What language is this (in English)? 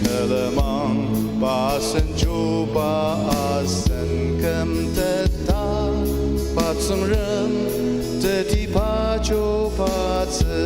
Ao Naga